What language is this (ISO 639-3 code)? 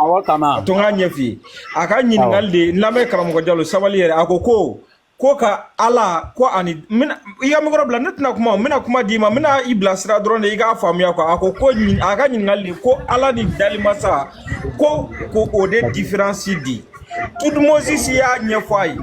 bam